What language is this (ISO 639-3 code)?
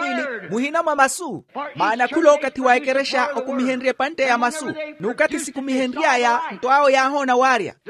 vmw